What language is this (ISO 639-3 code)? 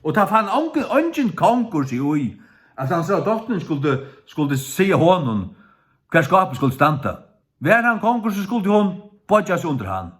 fao